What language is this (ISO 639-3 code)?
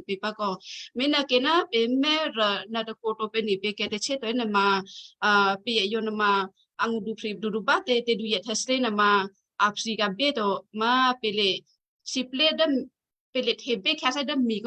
kyu